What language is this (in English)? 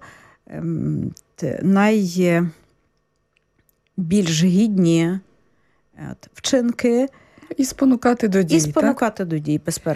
Ukrainian